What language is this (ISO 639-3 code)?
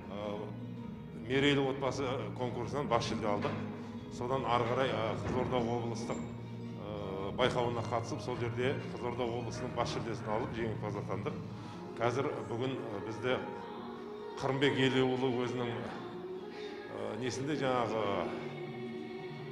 kaz